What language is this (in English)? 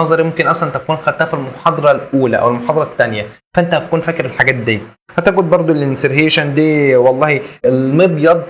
Egyptian Arabic